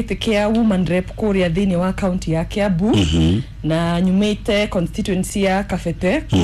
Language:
Kikuyu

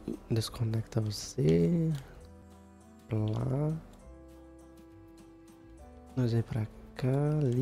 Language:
Portuguese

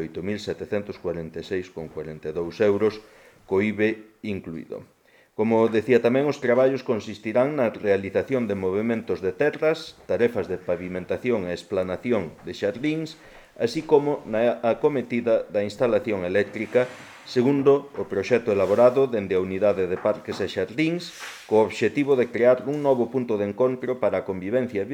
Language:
Galician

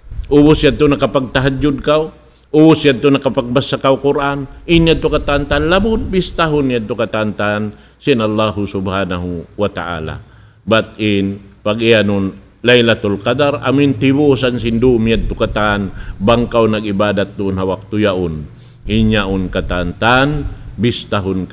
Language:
Tausug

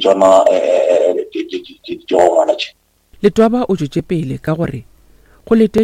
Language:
Northern Sotho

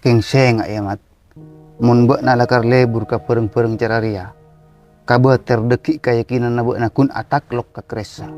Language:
Madurese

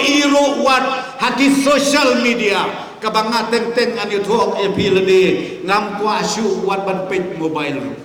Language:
Khasi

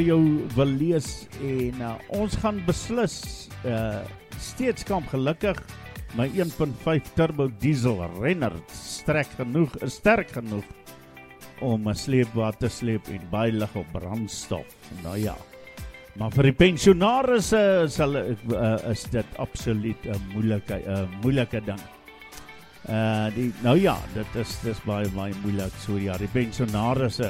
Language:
Afrikaans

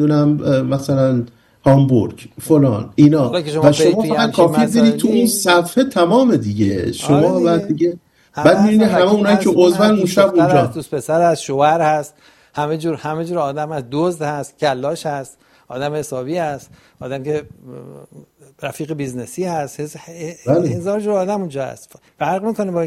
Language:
Persian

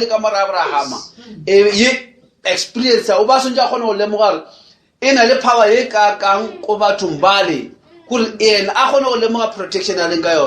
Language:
Northern Sotho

